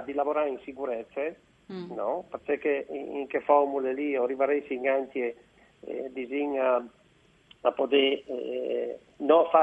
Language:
Friulian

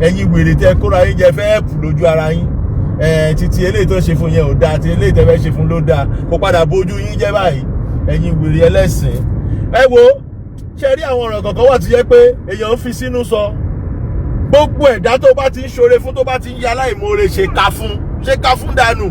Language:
Yoruba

